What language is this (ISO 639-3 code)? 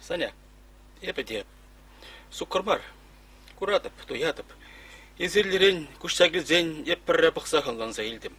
chv